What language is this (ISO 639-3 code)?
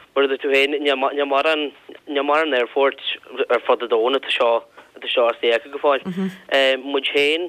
gle